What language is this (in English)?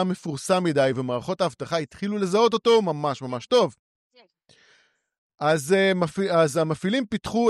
Hebrew